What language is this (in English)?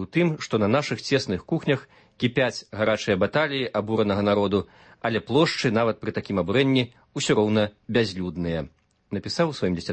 Belarusian